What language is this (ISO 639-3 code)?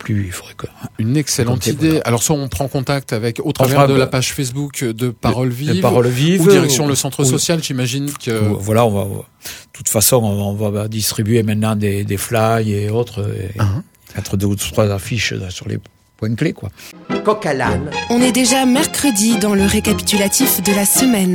fra